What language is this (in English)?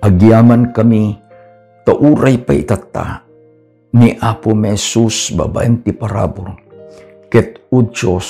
Iloko